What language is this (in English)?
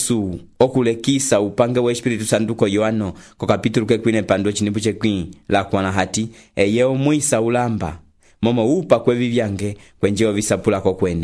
Umbundu